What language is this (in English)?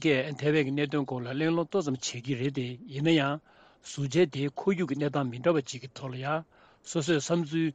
Tibetan